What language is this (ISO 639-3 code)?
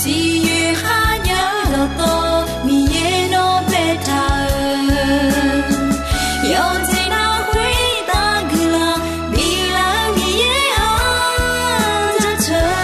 ahk